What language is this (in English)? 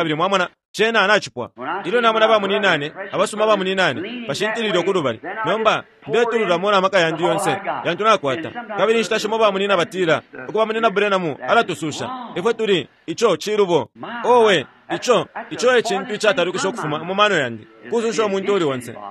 Bemba